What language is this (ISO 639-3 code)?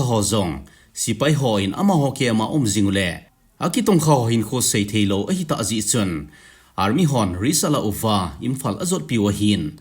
tcz